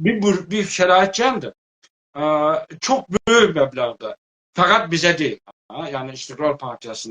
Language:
South Azerbaijani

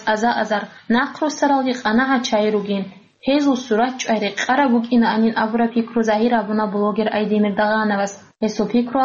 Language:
Avaric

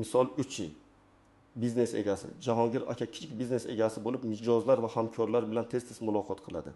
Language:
Uzbek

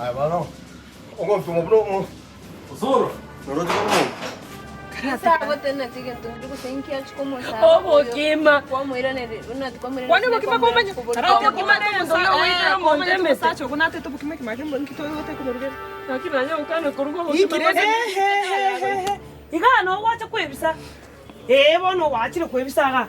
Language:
Gusii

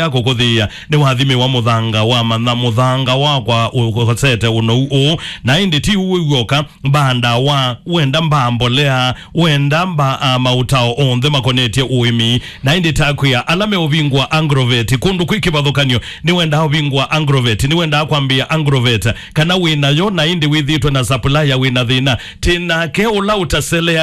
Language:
Kamba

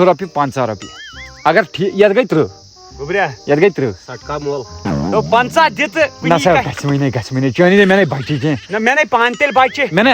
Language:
Kashmiri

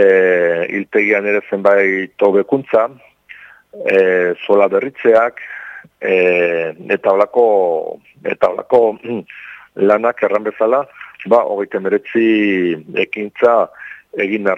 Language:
Basque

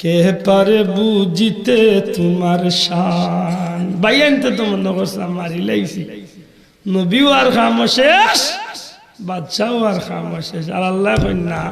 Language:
Sylheti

